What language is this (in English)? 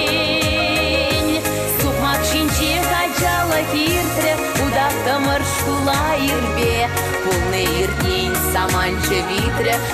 Chuvash